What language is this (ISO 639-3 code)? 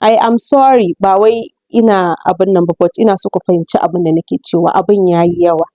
hau